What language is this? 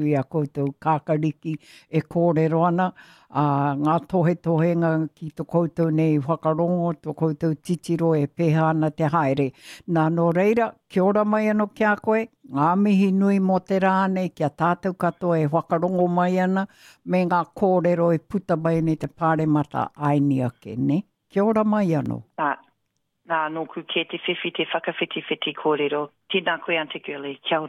Māori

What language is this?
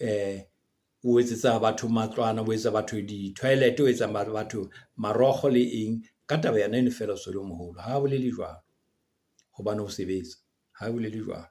Southern Sotho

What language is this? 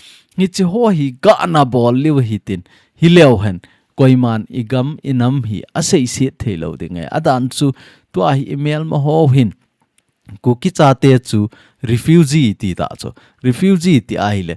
Thado Chin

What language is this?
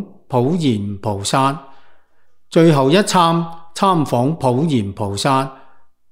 Cantonese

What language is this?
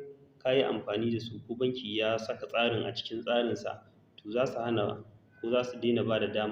Hausa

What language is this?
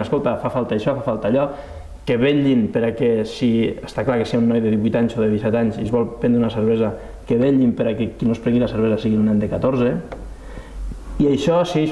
Catalan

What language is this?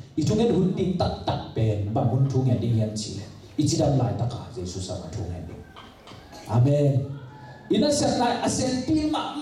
Tedim Chin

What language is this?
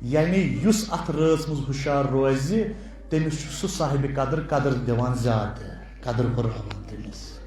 Kashmiri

